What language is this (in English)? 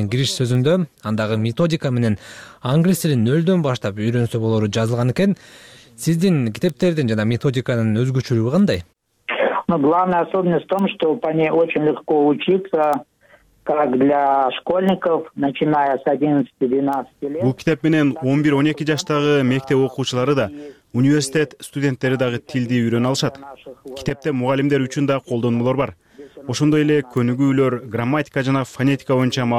Kyrgyz